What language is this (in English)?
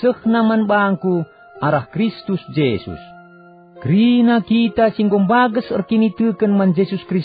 Batak Karo